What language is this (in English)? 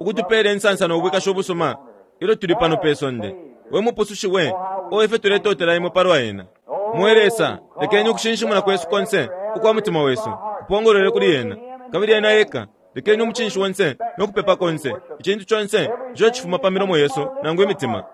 Bemba